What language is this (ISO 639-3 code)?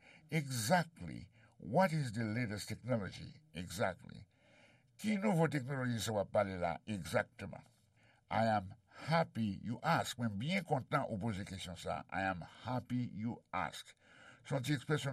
hat